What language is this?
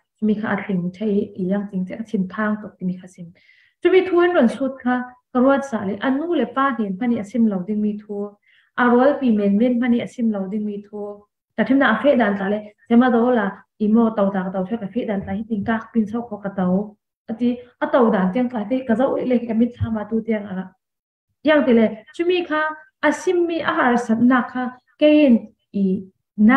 Falam Chin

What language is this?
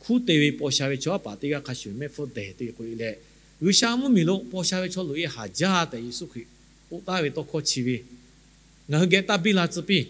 Lahu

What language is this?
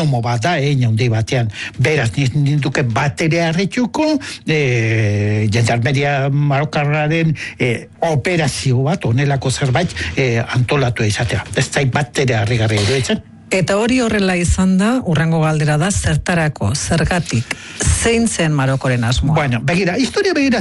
Basque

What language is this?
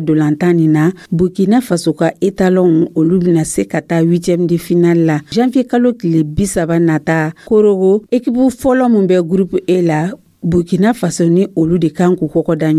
Dyula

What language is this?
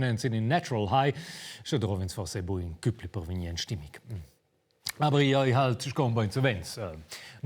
Romansh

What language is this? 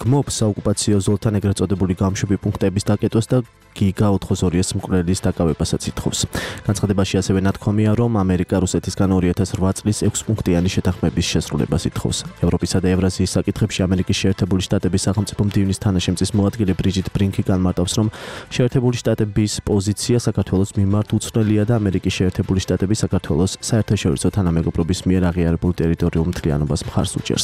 Georgian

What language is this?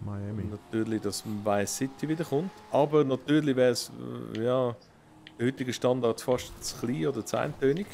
Swiss German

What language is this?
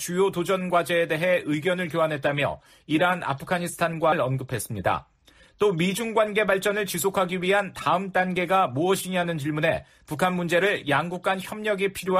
Korean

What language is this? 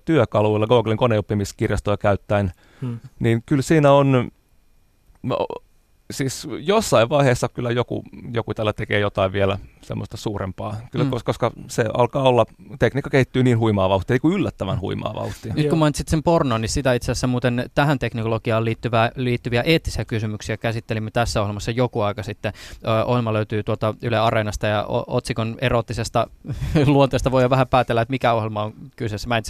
Finnish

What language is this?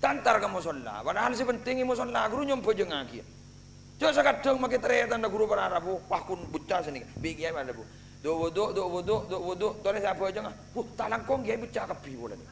Madurese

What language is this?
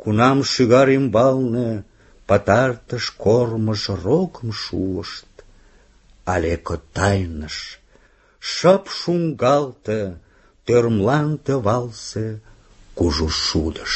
Mari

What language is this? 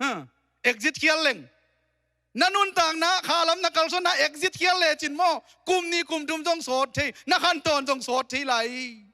Tedim Chin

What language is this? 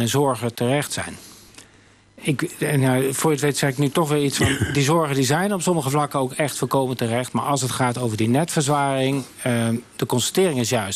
Dutch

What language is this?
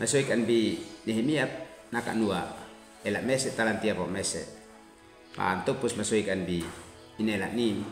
Uab Meto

